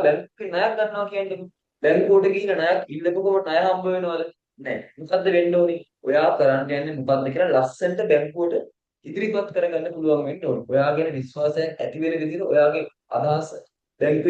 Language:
Sinhala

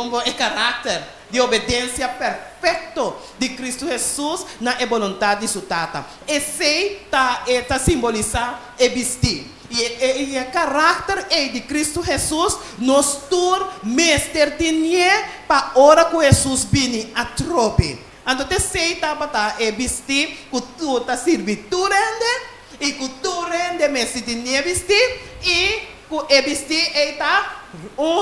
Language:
Papiamento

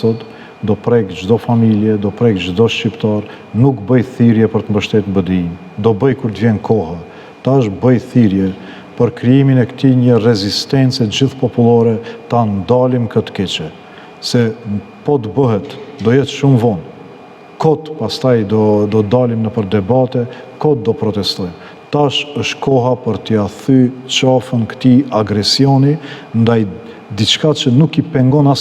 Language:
Albanian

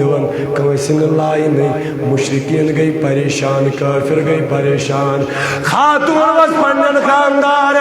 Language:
Kashmiri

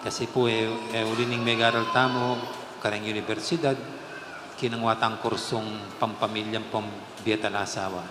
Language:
Pampanga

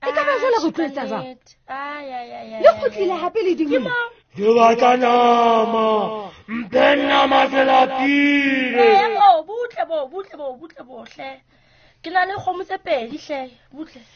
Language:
Southern Sotho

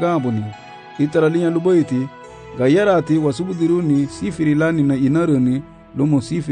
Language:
Garifuna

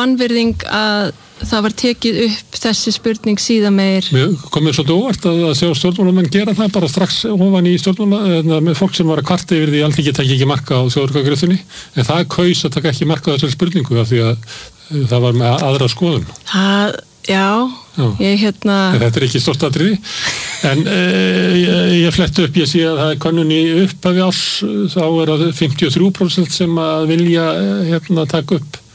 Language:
Icelandic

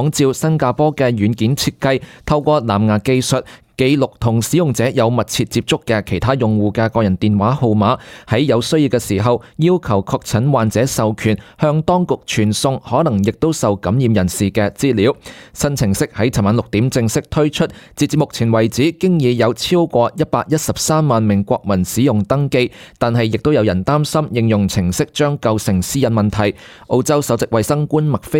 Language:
Cantonese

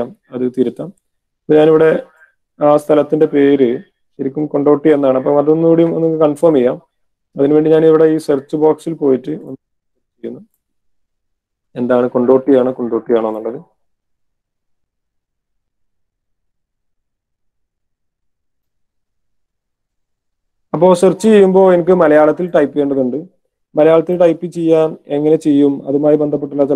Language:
Malayalam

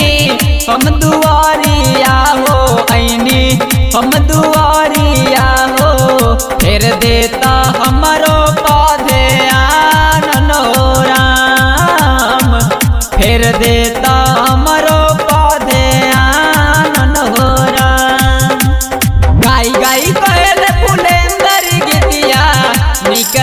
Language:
Bhojpuri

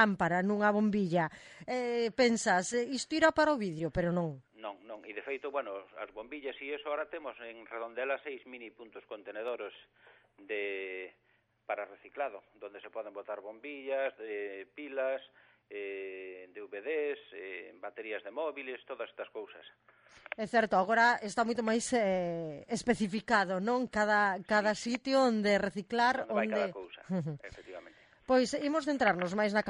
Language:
Galician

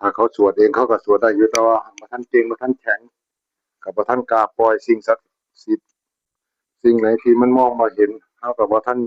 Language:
Northeastern Thai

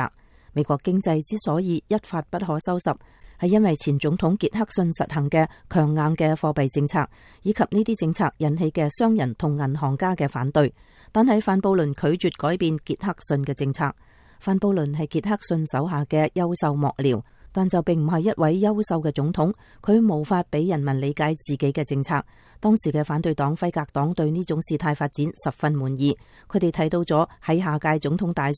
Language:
Cantonese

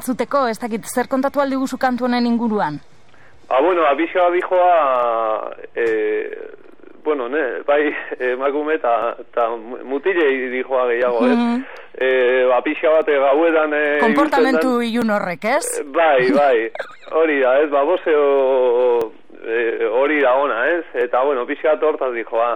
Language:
Basque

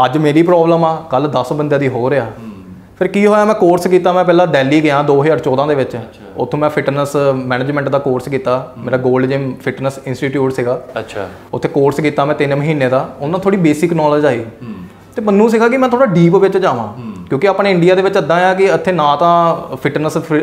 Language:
Punjabi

